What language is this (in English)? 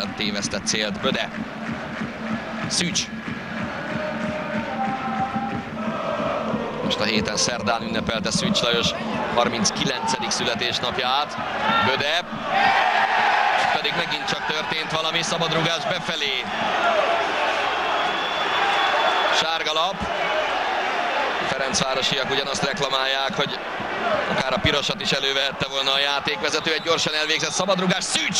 Hungarian